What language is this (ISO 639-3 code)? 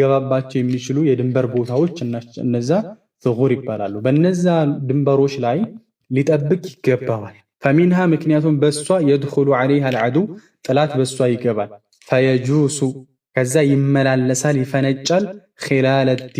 amh